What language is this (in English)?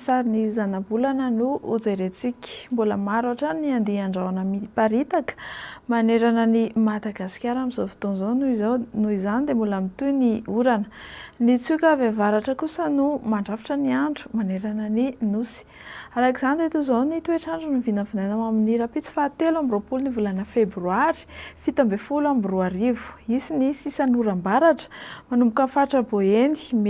Malagasy